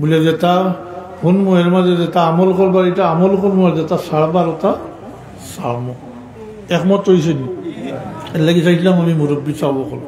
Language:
Sylheti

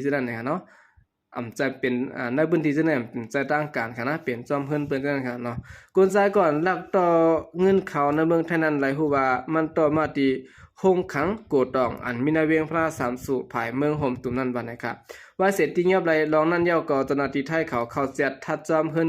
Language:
Shan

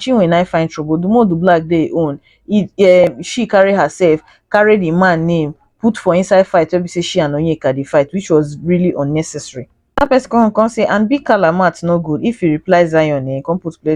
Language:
Nigerian Pidgin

